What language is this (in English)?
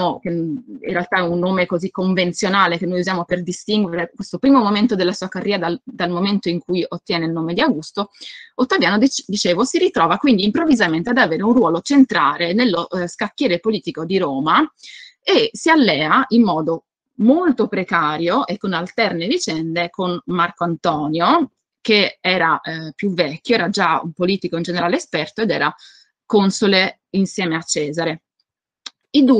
Italian